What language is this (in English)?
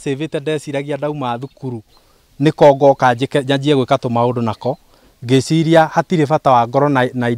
Kikuyu